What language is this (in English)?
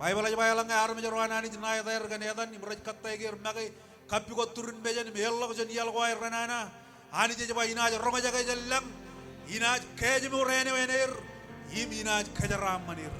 Marshallese